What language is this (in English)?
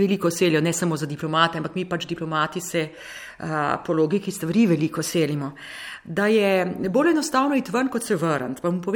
Slovenian